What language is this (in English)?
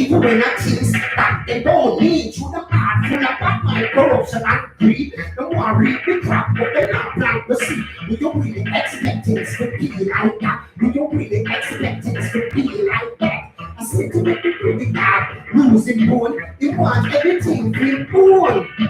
Jamaican Creole English